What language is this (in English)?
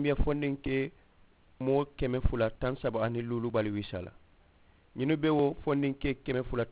Mandingo